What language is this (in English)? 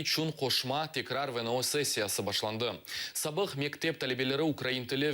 Crimean Tatar